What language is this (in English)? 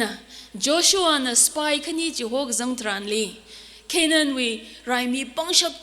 Tangkhul Naga (India)